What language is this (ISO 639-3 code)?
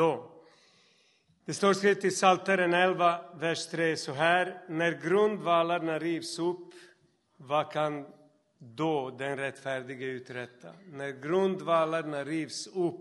swe